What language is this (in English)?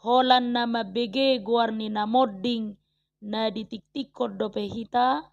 Batak Toba